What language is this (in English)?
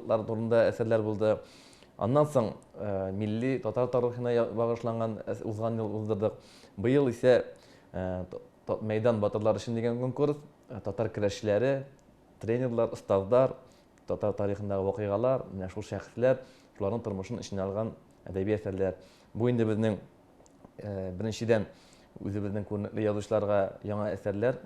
Tatar